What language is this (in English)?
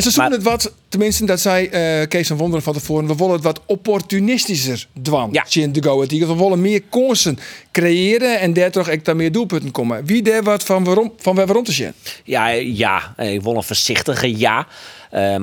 Western Frisian